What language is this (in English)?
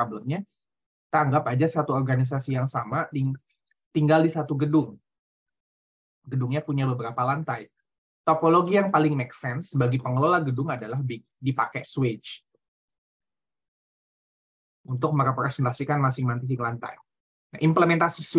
Indonesian